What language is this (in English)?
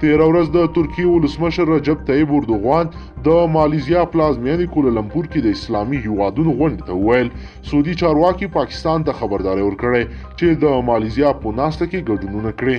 Pashto